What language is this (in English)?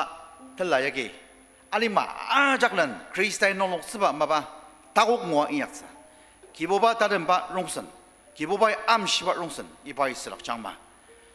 Ao Naga